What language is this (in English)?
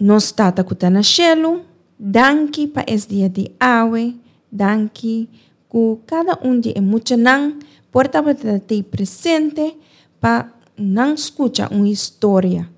Papiamento